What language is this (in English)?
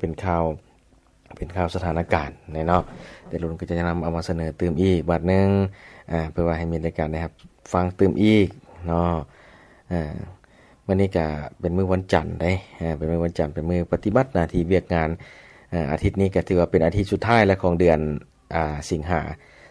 Lao